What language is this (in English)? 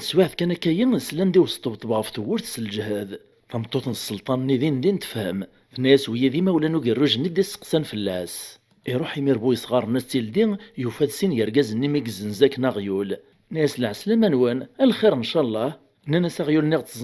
Kabyle